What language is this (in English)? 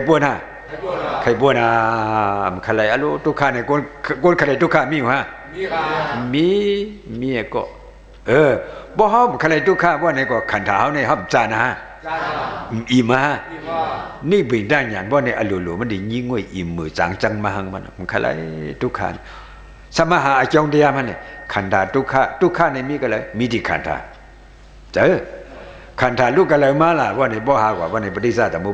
Shan